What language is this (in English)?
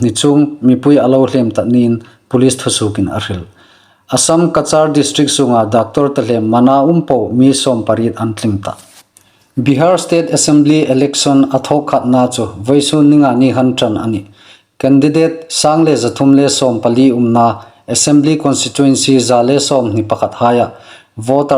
Hmar